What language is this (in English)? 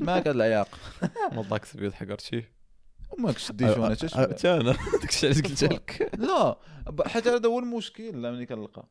Moroccan Arabic